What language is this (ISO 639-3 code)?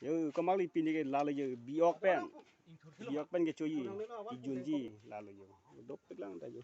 mjw